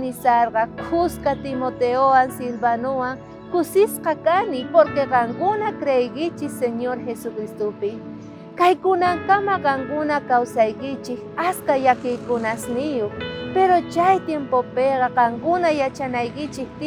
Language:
South Bolivian Quechua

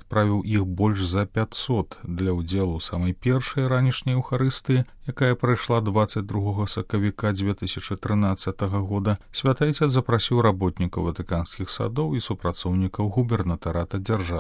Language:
Belarusian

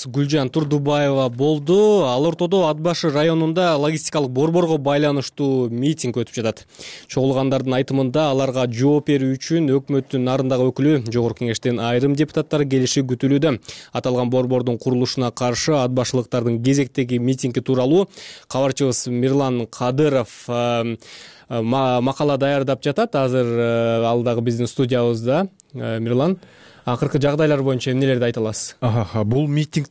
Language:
Kyrgyz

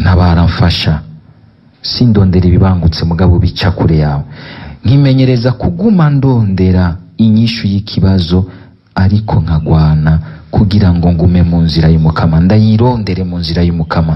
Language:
Rundi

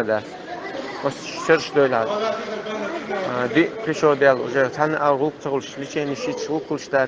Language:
Chechen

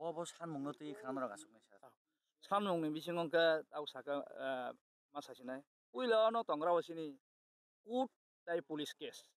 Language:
Kok Borok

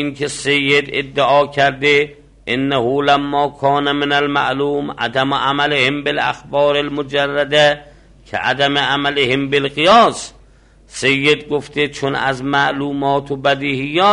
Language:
Persian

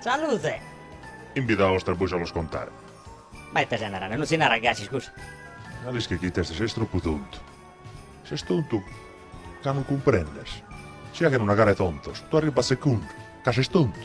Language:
Sardinian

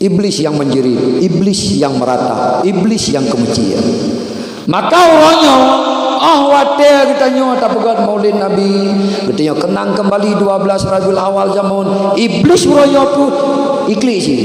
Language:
Achinese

